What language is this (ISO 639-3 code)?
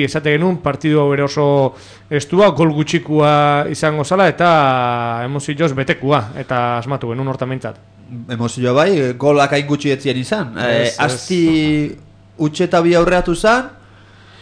eus